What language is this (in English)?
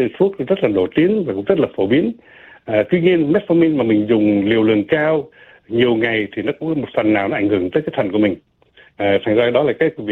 Vietnamese